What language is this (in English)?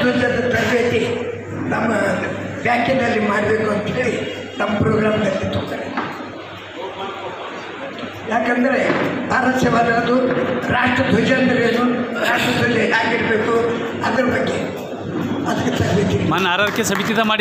Kannada